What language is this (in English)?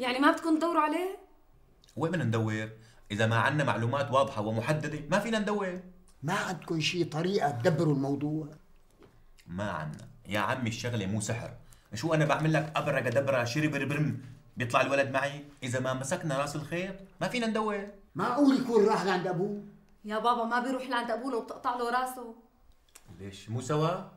North Levantine Arabic